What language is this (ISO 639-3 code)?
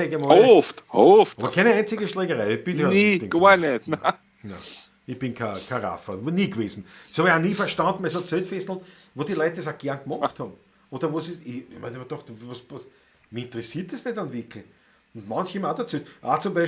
bar